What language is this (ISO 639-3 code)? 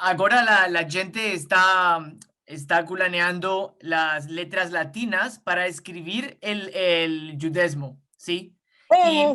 lad